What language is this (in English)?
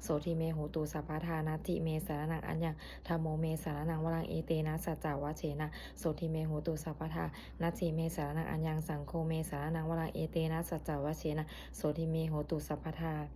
Pali